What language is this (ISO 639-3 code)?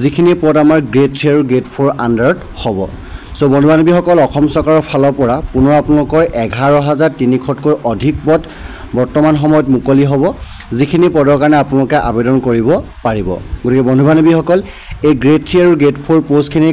asm